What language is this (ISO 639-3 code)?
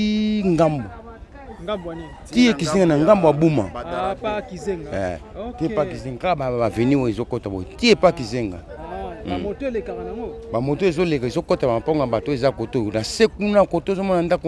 lin